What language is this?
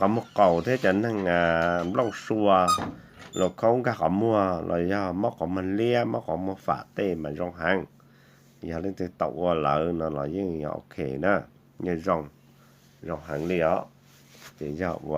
Hmong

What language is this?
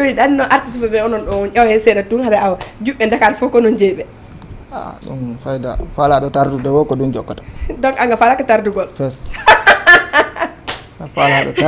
Fula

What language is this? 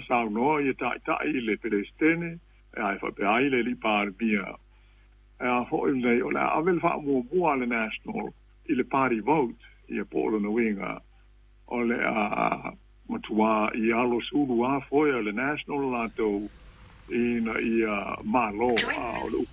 Samoan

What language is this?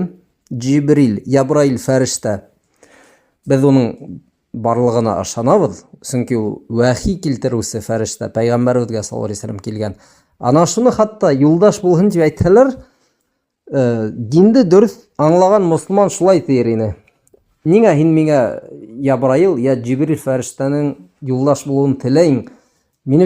Bashkir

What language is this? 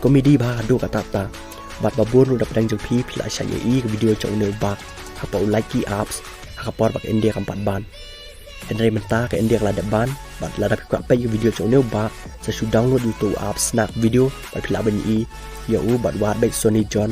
Khasi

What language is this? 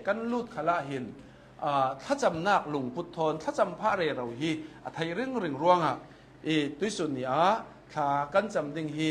Hakha Chin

